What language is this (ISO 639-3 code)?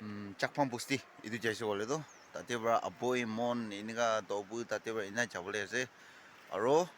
nag